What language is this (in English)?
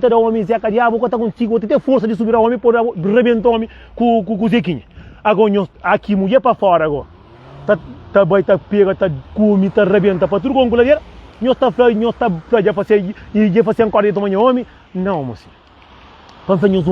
Kabuverdianu